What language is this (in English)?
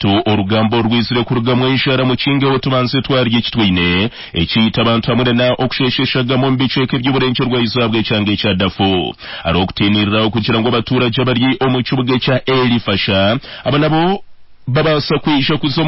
Nyankole